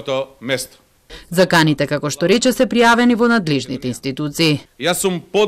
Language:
Macedonian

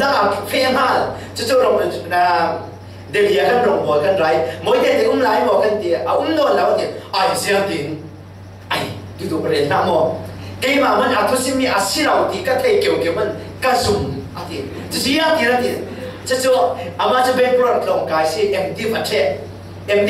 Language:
Falam Chin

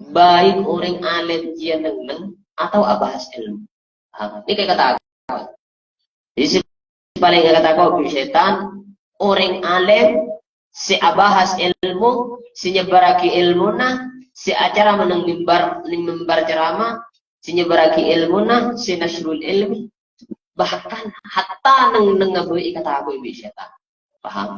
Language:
Madurese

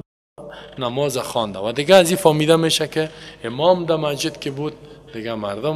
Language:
Persian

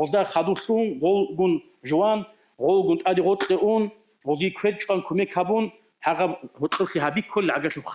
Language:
Avaric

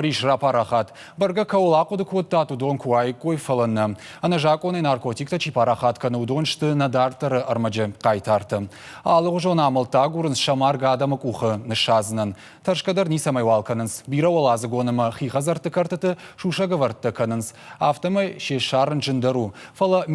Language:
Ossetic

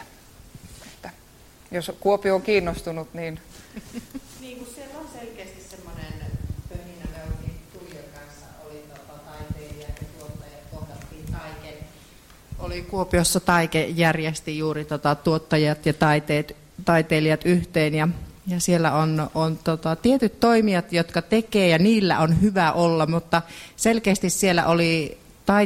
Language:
Finnish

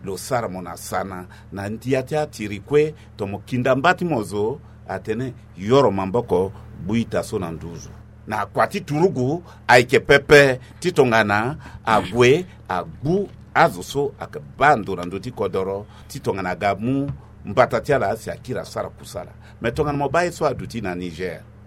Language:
Sango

